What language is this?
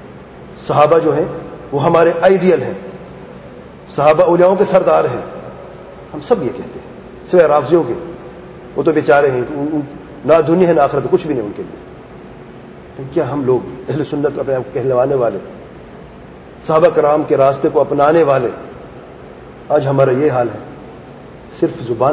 Urdu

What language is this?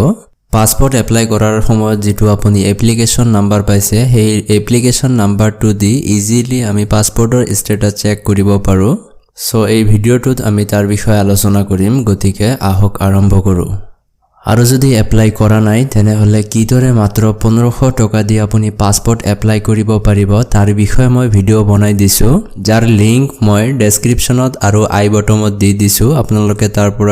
Assamese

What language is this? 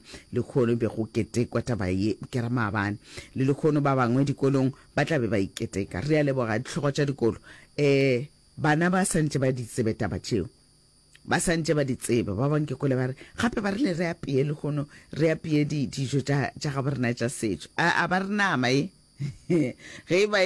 Northern Sotho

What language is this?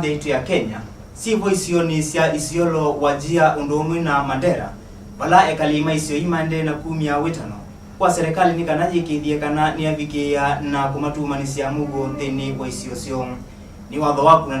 Kamba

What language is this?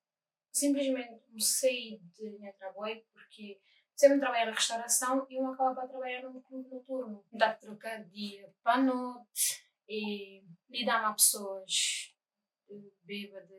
Kabuverdianu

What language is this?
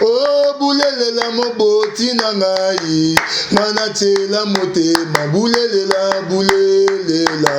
Lingala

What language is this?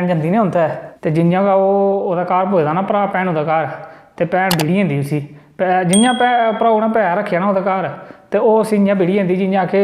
Dogri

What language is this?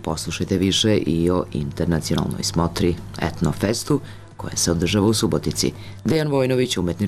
Serbian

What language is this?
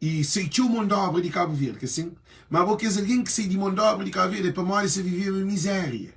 Kabuverdianu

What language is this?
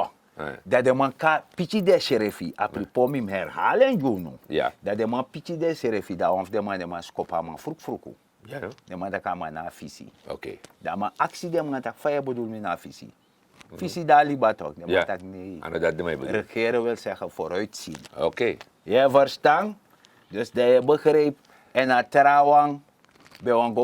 Sranan Tongo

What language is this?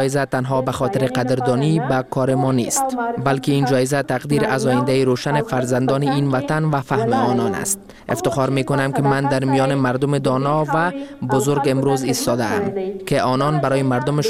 Persian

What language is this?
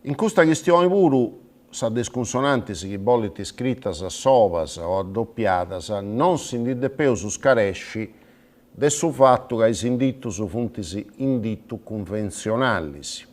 Sardinian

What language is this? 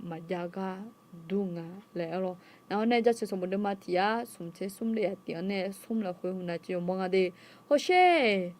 Akha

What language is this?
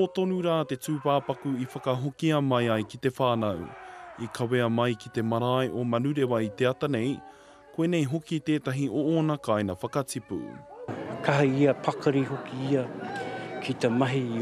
Māori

